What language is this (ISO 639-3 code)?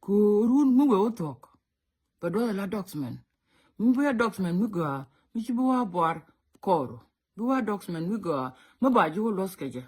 nus